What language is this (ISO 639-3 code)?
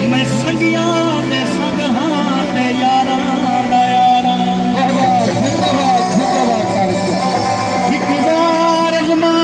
skr